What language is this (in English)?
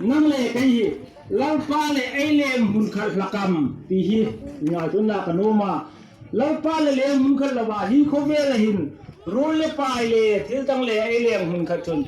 Hmar